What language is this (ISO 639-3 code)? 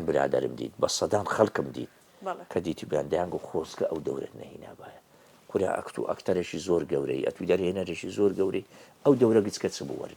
ckb